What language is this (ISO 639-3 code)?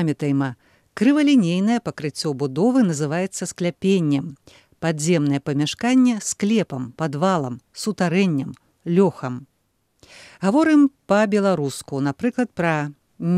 bel